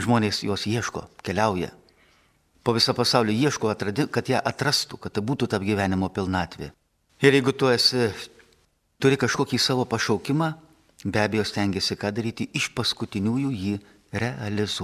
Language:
Lithuanian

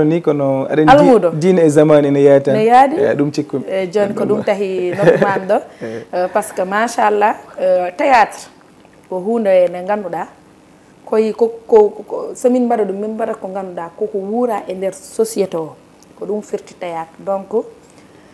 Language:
Fula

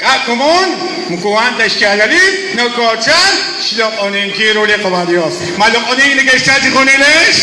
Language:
Kekchí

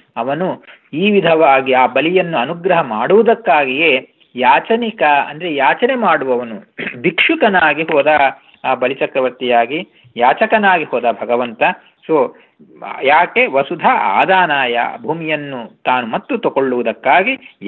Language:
Kannada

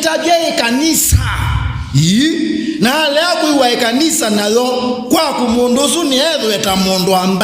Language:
Kamba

